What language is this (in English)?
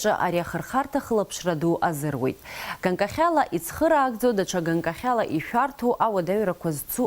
Abkhazian